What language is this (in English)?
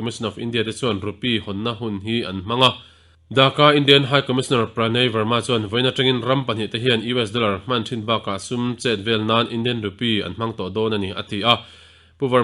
Mizo